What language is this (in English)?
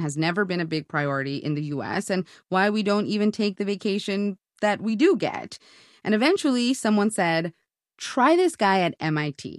English